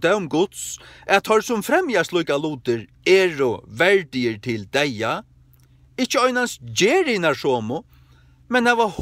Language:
Faroese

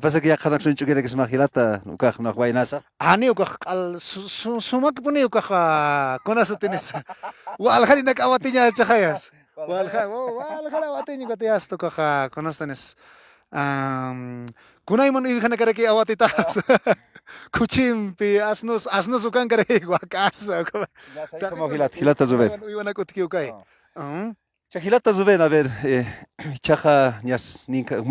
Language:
Aymara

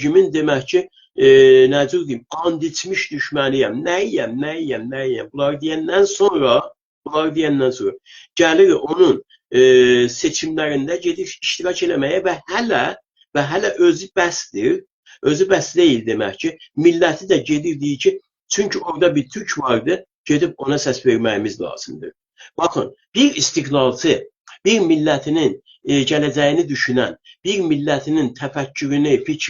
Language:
South Azerbaijani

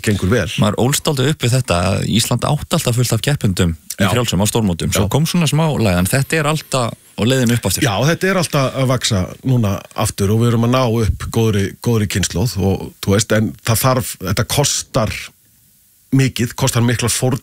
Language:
Icelandic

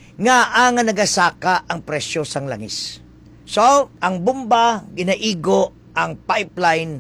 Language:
Hiligaynon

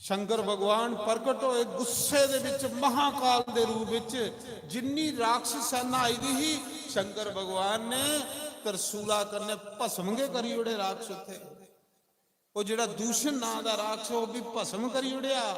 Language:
Dogri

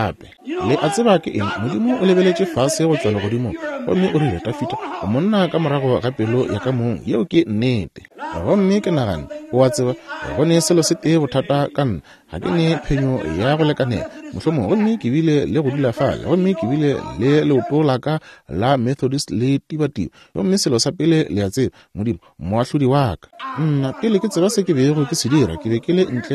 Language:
Northern Sotho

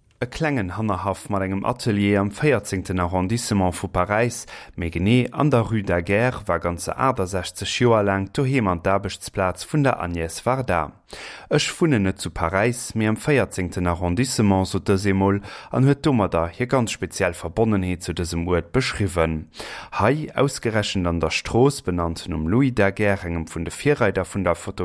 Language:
Luxembourgish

